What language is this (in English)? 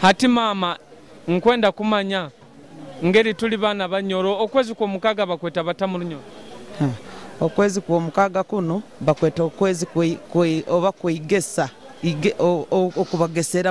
Nyoro